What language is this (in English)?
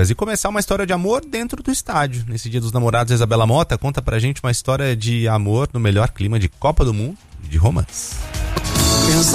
Portuguese